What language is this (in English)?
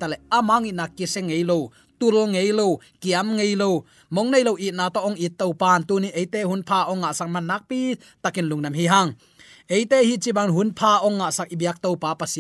Tedim Chin